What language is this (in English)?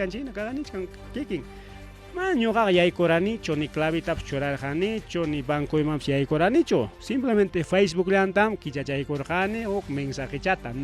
Ayacucho Quechua